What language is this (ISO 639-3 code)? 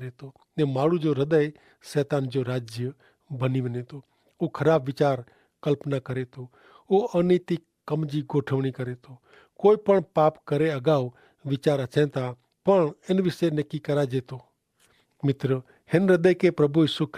kfr